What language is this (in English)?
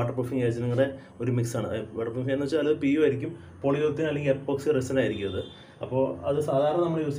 Malayalam